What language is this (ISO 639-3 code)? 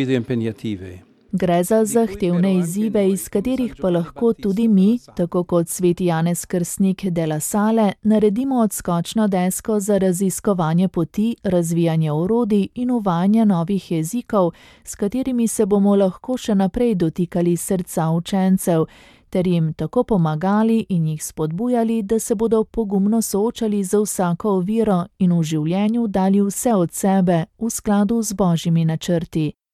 slv